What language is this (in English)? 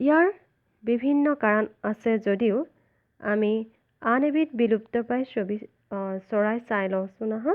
Assamese